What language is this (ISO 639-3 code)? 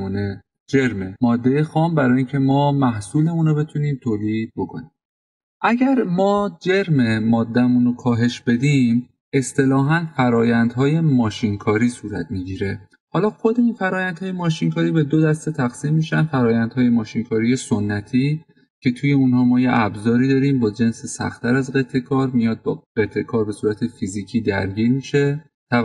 fas